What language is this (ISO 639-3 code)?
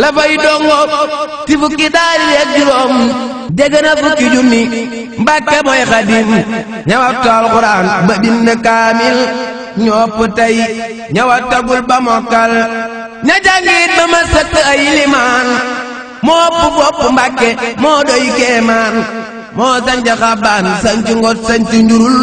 wol